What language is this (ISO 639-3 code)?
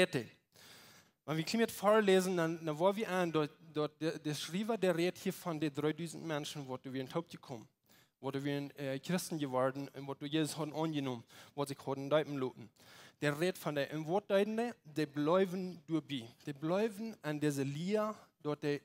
pdt